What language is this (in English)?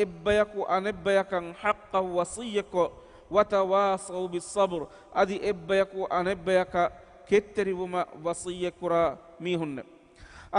Divehi